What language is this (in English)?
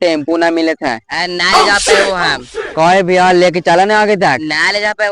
Magahi